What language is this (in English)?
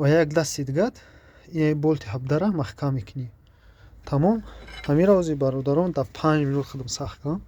Tajik